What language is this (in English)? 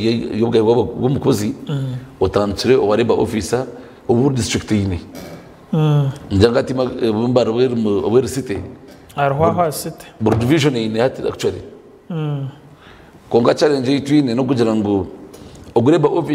Nyankole